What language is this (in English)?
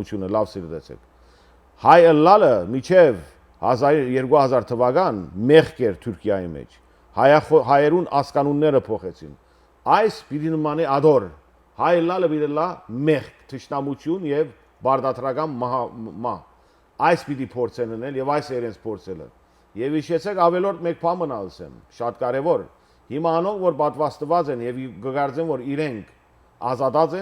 Western Armenian